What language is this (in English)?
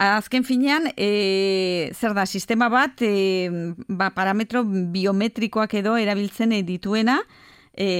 Basque